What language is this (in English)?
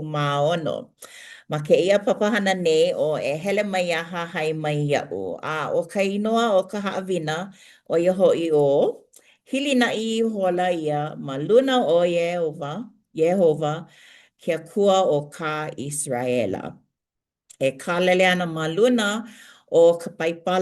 Hawaiian